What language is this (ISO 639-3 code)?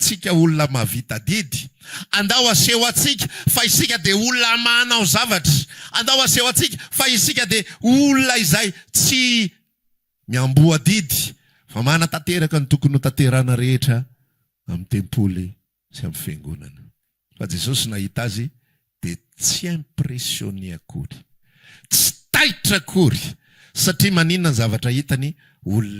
mlg